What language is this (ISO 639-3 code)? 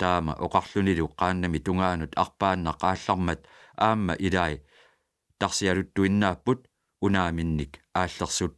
kal